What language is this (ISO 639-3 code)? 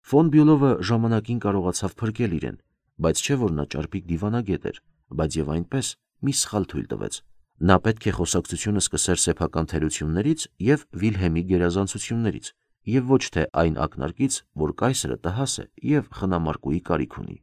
hye